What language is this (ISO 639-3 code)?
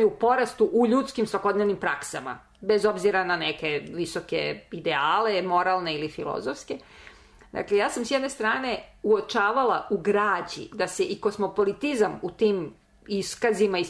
srp